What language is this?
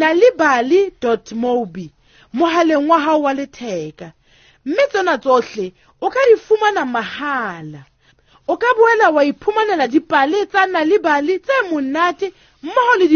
Southern Sotho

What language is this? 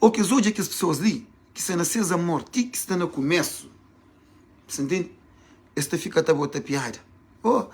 Kabuverdianu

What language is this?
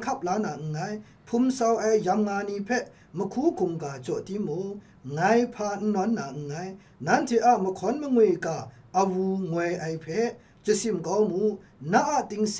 Kachin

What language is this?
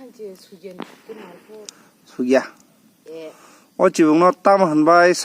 Kok Borok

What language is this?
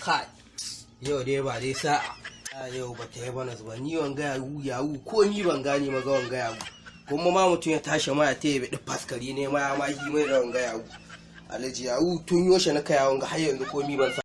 Hausa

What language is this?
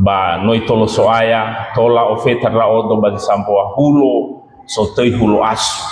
Nias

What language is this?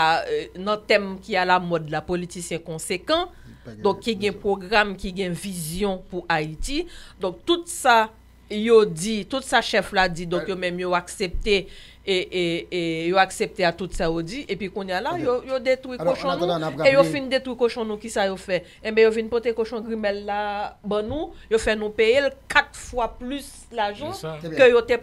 Haitian Creole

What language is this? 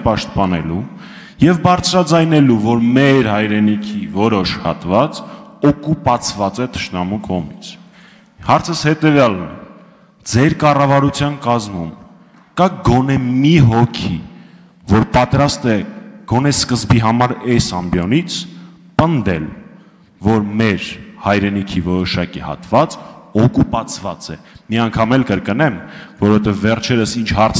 Armenian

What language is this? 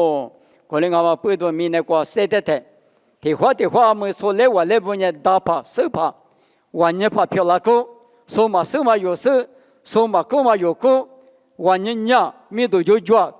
Lisu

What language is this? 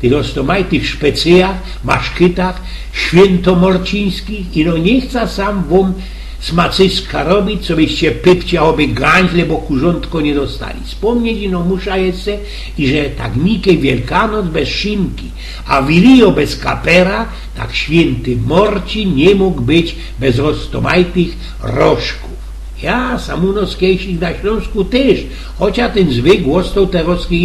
Silesian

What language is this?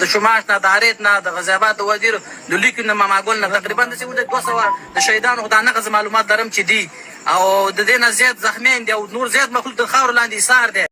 Pashto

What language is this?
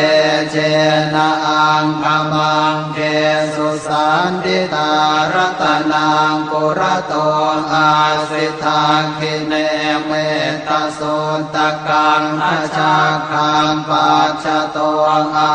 Pali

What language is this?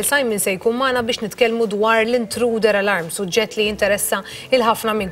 Maltese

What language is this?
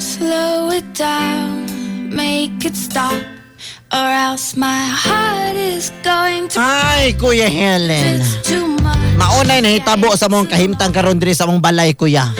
Cebuano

